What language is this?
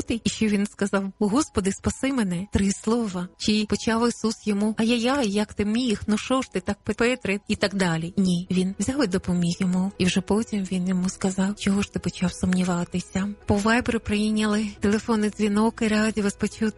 Ukrainian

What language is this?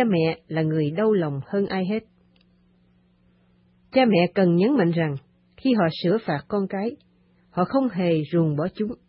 Vietnamese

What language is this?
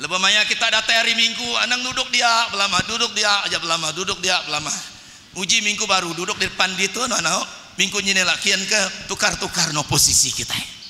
Iban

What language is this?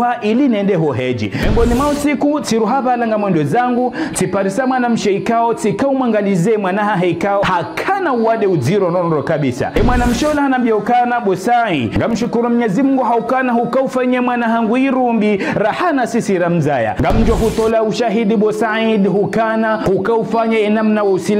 Ngazidja Comorian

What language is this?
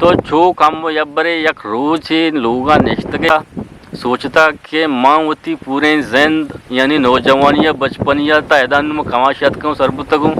Eastern Balochi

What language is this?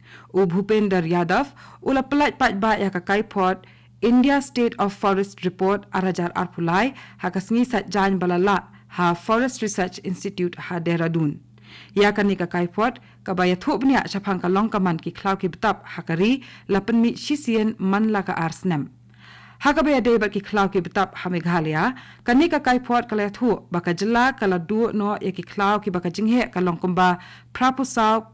Khasi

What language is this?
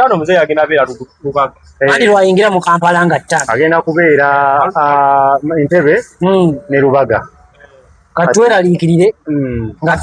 Ganda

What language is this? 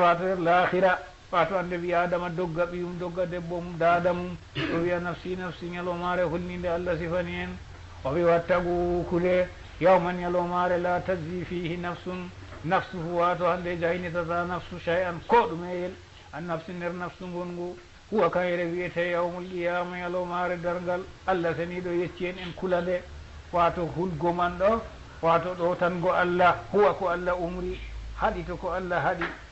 Fula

